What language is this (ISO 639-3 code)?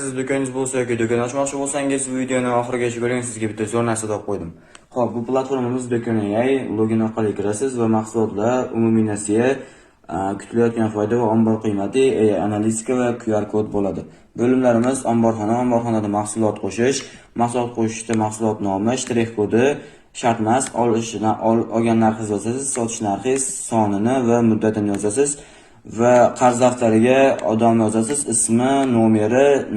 uzb